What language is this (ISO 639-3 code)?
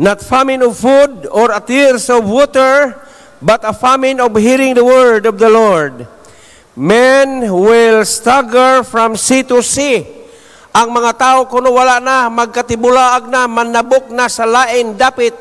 ceb